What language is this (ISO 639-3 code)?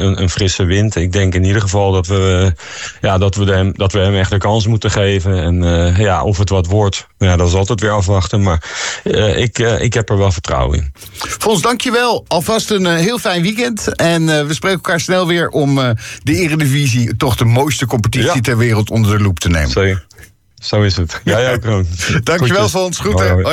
nld